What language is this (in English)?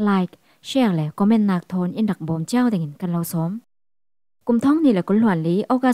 Falam Chin